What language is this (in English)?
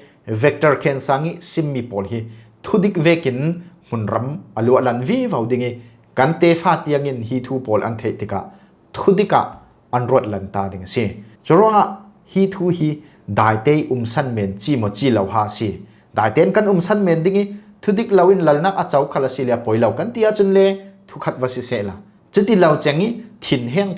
Falam Chin